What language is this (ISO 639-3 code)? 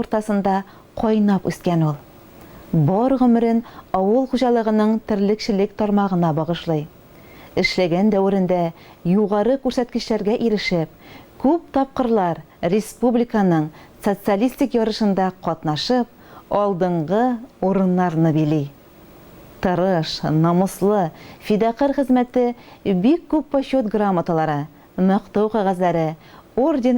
tat